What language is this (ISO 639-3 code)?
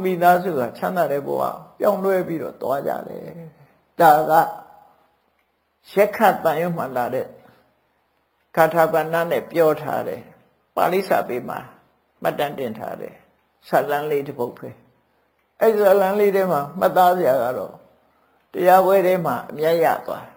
mya